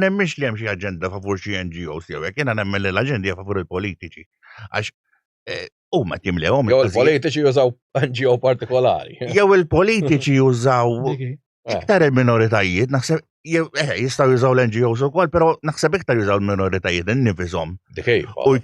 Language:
Maltese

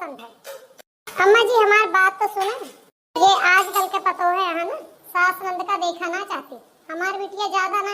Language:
Awadhi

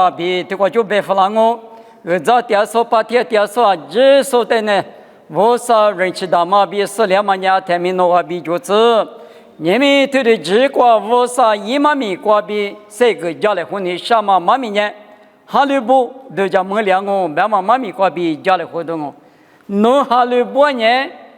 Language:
Lisu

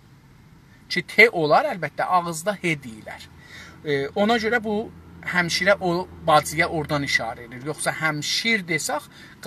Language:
South Azerbaijani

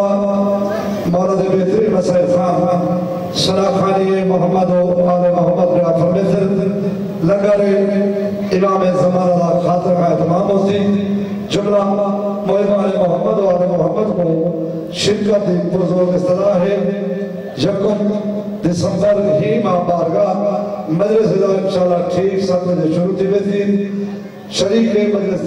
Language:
Urdu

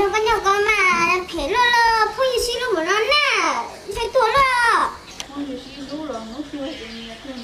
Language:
Hmong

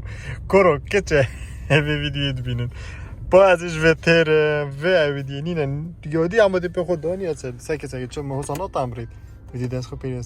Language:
Kurdish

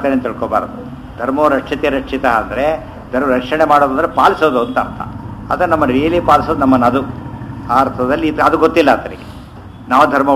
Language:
Kannada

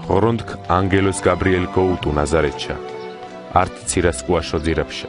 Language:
Mingrelian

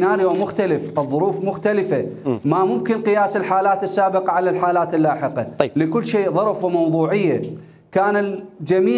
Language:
Mesopotamian Arabic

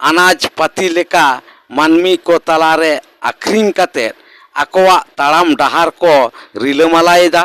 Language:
Santali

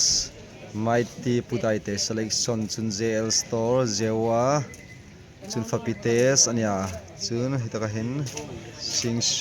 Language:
Hmar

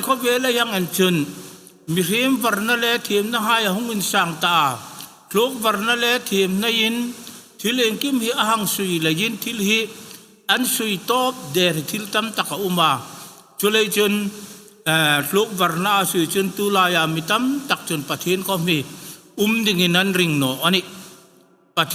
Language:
Hmar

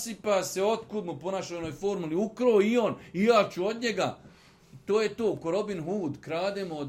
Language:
Bosnian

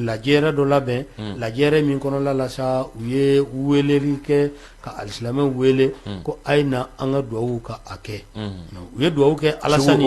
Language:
Bambara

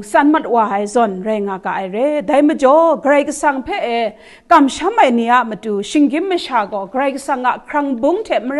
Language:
Kachin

